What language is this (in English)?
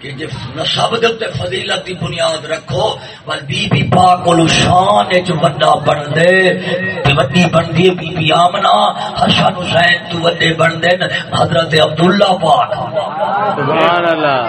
Saraiki